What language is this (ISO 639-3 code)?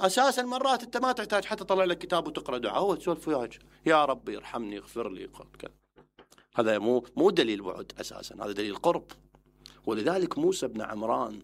acm